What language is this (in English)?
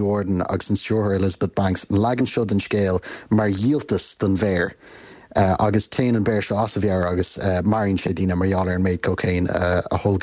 Irish